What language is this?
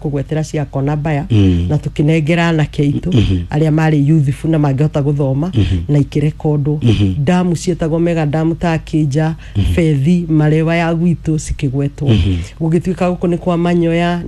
Kikuyu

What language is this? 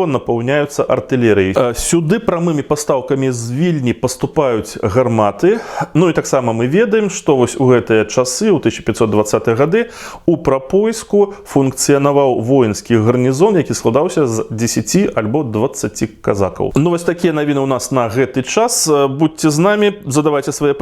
Belarusian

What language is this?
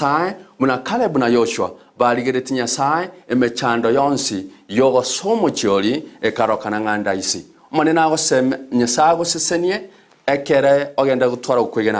Gusii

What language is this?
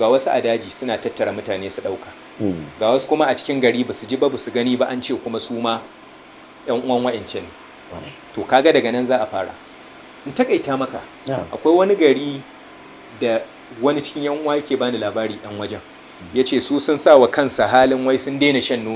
Hausa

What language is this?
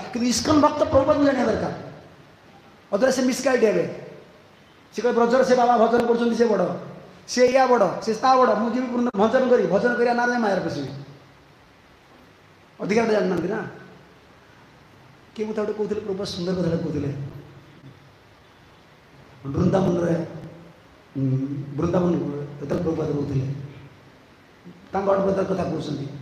Odia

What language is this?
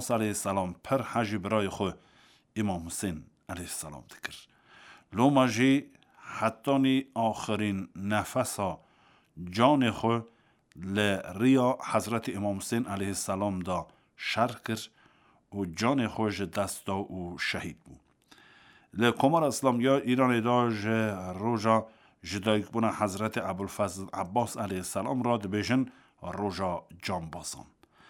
Kurdish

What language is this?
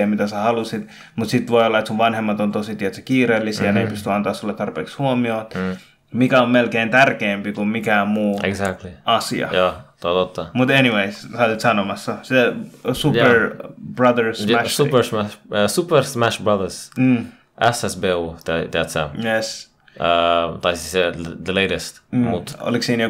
Finnish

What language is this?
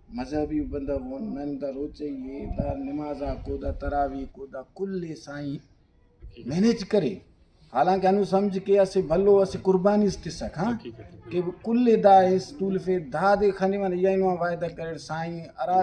Brahui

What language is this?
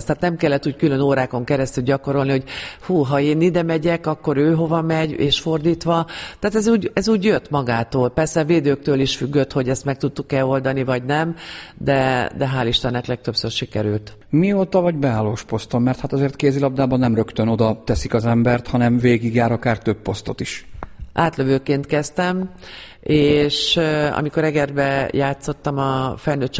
Hungarian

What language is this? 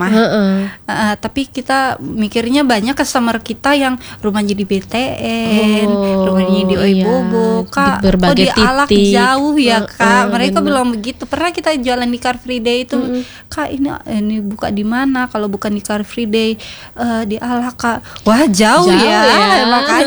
Indonesian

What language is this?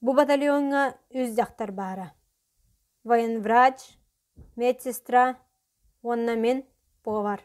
Yakut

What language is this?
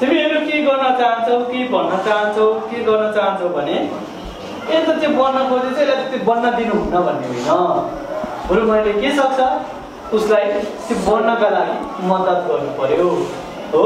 Nepali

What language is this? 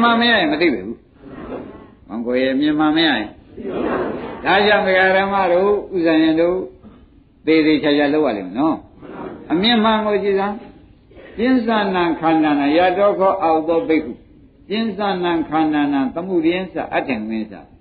Burmese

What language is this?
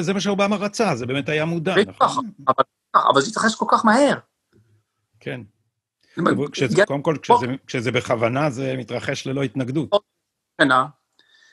Hebrew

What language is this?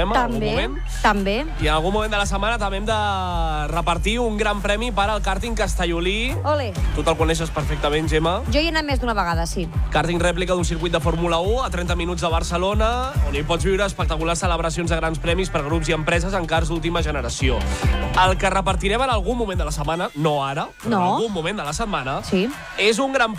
Catalan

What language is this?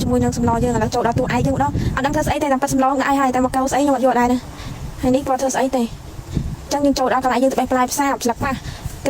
Khmer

